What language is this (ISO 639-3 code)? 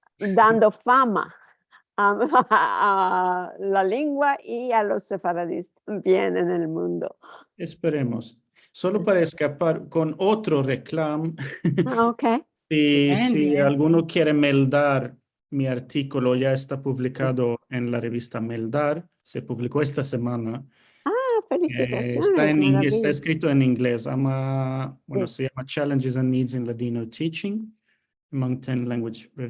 lad